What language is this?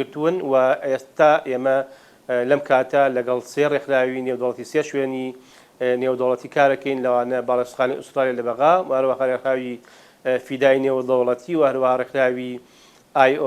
Central Kurdish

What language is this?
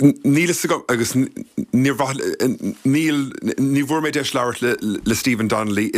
Irish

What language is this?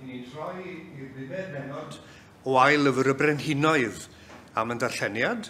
Welsh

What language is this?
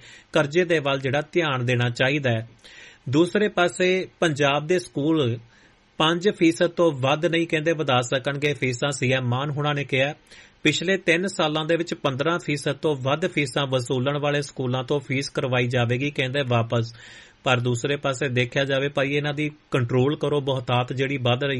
Punjabi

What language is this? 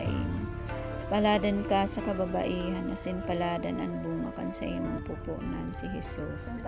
Bikol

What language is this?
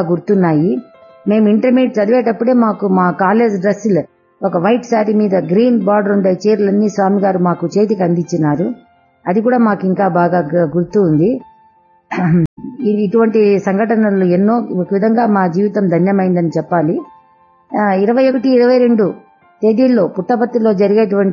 Telugu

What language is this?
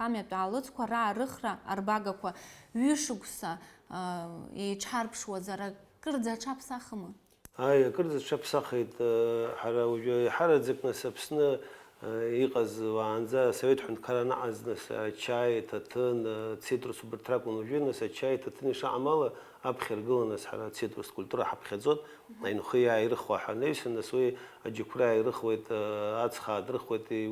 Abkhazian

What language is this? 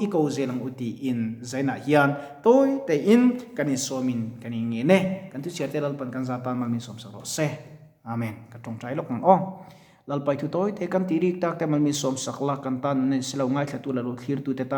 Mizo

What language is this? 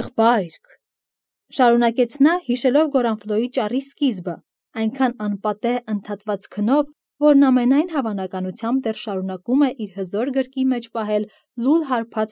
Armenian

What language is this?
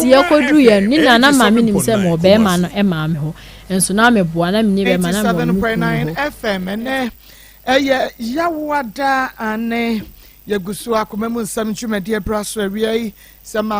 Akan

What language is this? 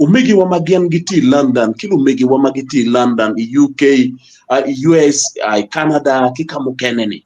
Acoli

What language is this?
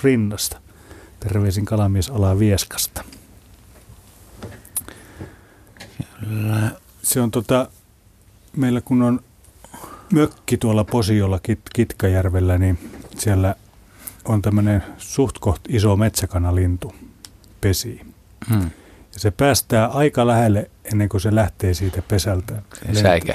Finnish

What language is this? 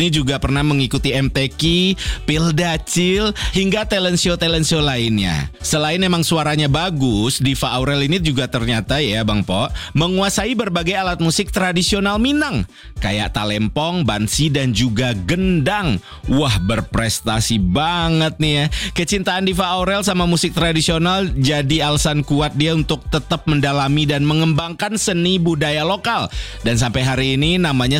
Indonesian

